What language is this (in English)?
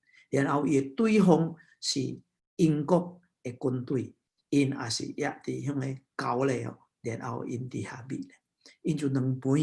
Min Nan Chinese